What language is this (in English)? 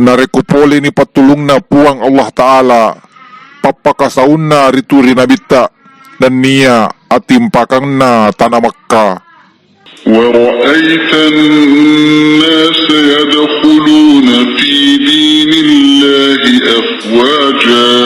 Buginese